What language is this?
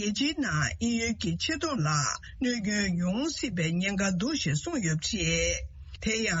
Tibetan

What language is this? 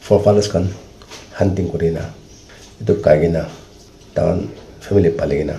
Naga Pidgin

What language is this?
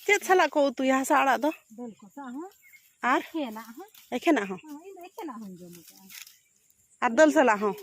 Santali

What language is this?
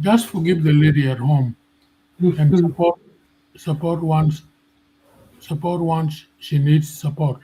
Acoli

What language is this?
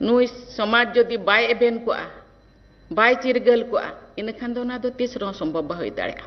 Santali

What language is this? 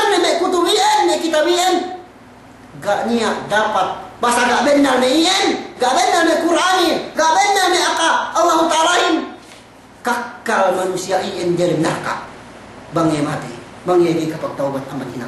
Yakan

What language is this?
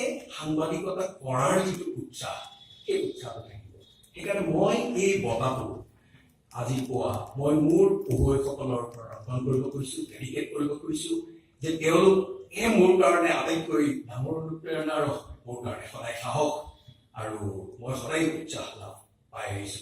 Assamese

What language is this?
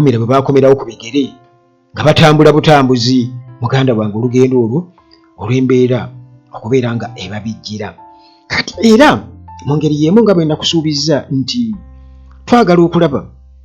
Ganda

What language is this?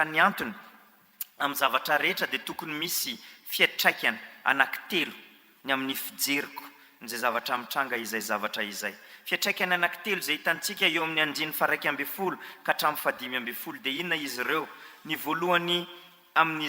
Malagasy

